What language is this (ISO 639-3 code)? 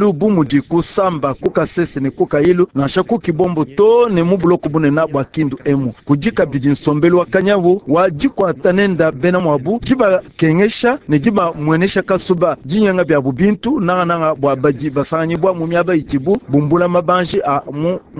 lua